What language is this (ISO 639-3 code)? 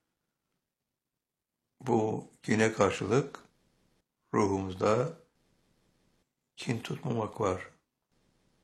tur